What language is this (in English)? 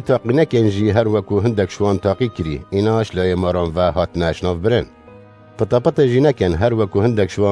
Kurdish